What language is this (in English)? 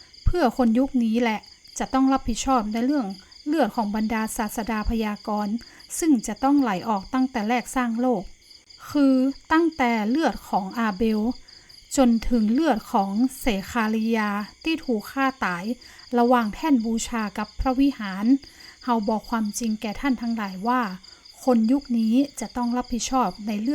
Northern Thai